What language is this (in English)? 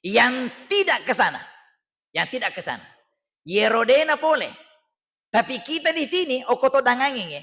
Buginese